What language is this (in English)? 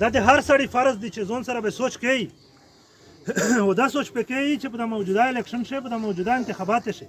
Pashto